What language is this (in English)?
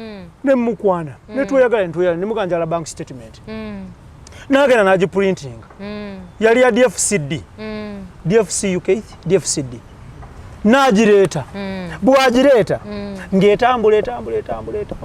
Ganda